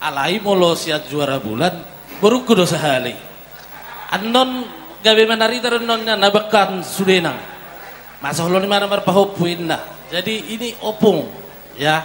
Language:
Batak Toba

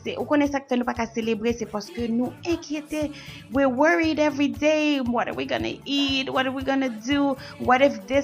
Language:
Haitian Creole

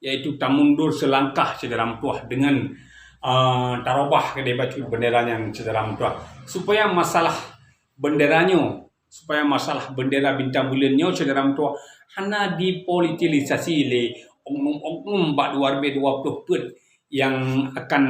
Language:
Achinese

